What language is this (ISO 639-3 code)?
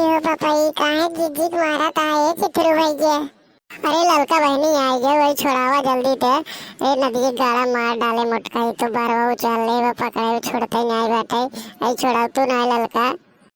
awa